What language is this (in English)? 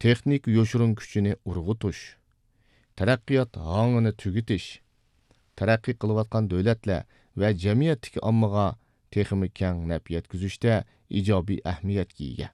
Uyghur